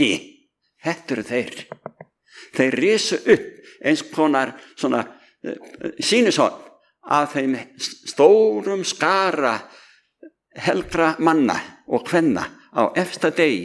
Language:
Icelandic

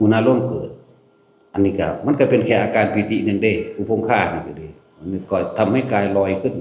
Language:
Lao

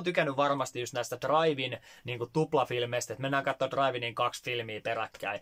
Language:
Finnish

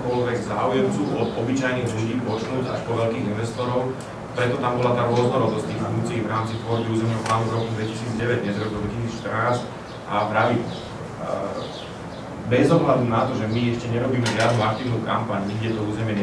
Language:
Slovak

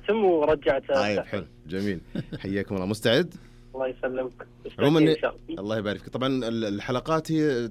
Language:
Arabic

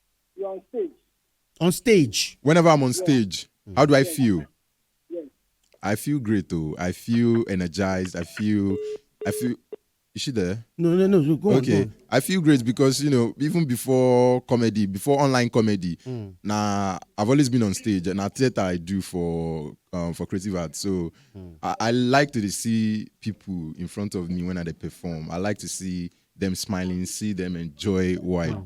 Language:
Nigerian Pidgin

